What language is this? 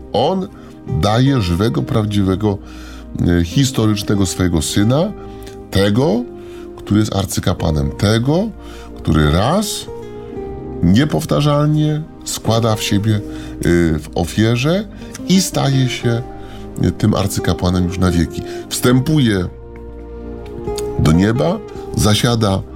Polish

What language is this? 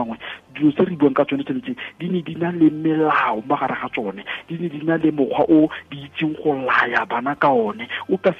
Tswana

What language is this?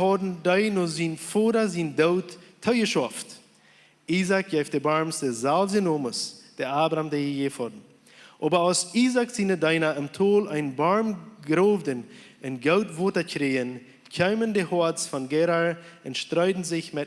Plautdietsch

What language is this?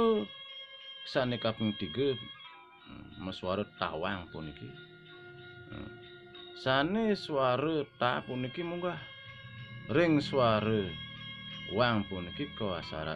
Balinese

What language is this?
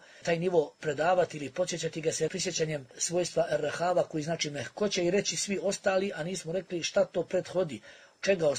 Bosnian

